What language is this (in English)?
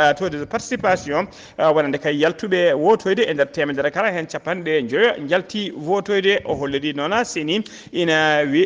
Fula